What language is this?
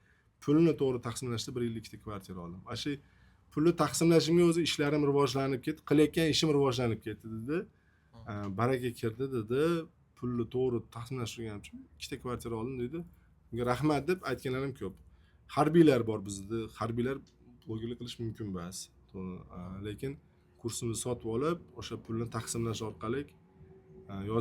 Uzbek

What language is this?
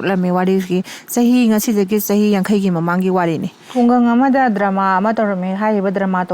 Manipuri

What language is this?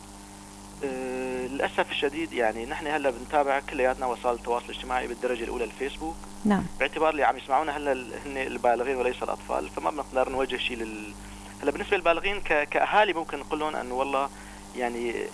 North Levantine Arabic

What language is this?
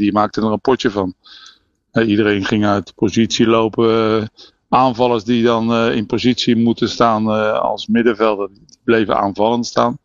Dutch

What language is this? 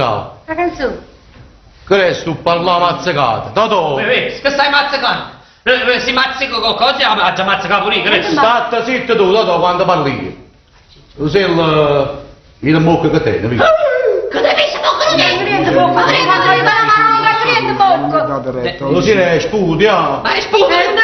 Neapolitan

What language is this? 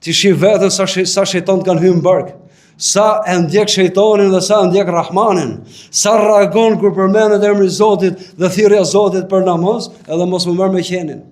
Albanian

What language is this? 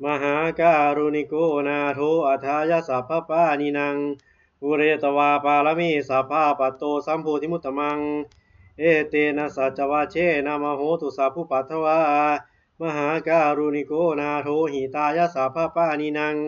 Pali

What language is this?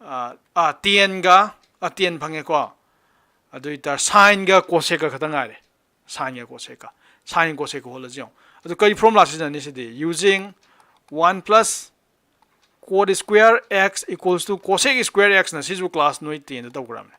Manipuri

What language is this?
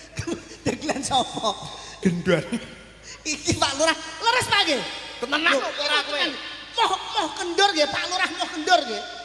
Javanese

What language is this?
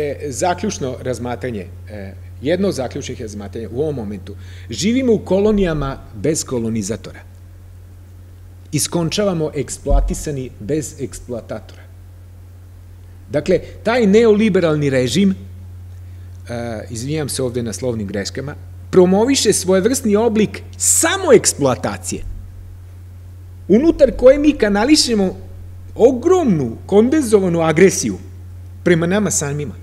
Serbian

